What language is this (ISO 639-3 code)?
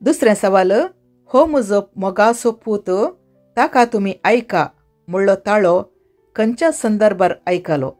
kok